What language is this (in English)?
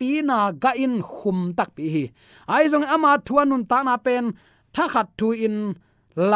Tedim Chin